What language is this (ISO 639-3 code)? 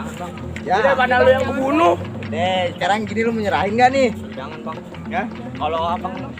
bew